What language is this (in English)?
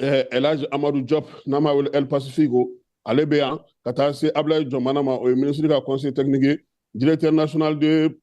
Bambara